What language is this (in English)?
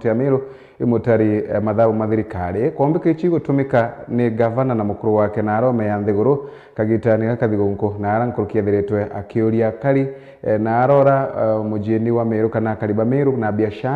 Meru